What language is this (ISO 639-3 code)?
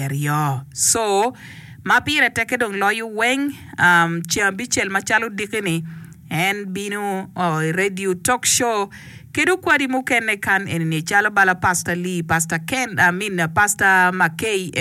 ach